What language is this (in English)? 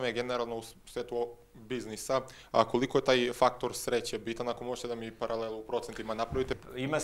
Serbian